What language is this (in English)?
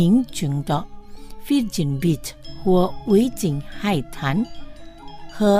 Chinese